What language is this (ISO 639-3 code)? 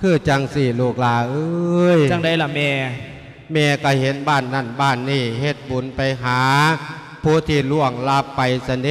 lao